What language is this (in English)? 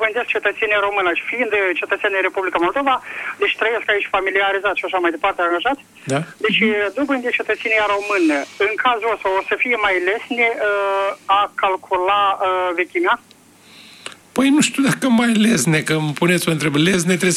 Romanian